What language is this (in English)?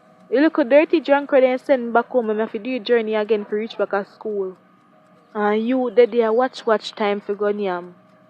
Jamaican Creole English